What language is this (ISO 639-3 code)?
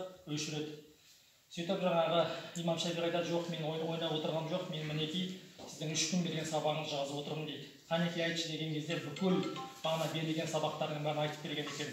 kaz